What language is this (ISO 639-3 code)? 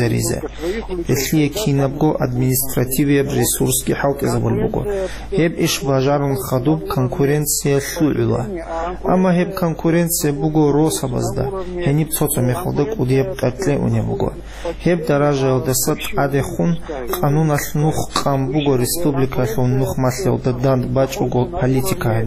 ava